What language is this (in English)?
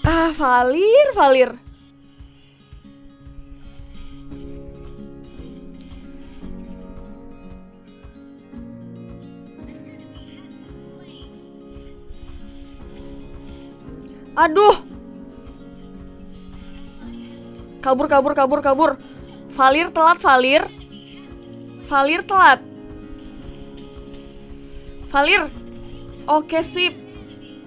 Indonesian